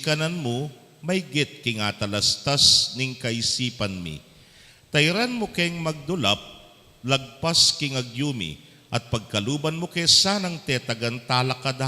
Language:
Pampanga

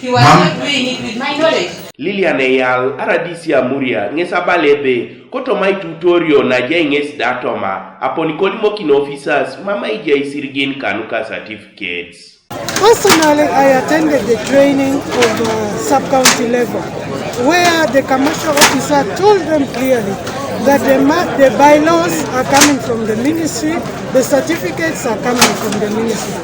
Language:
Teso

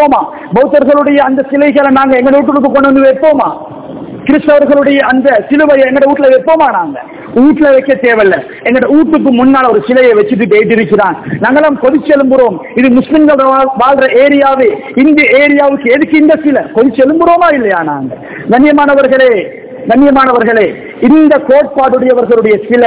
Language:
Tamil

